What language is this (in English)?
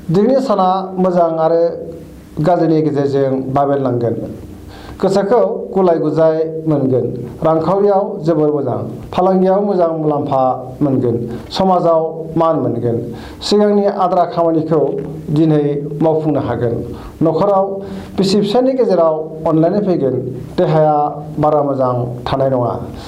Bodo